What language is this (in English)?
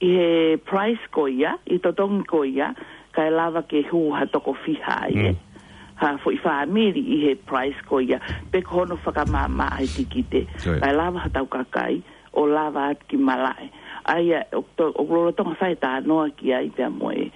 Tongan